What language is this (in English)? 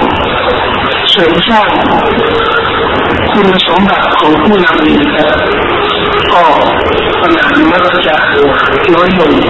Thai